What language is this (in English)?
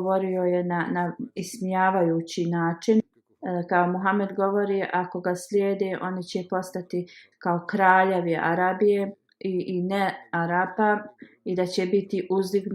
Bosnian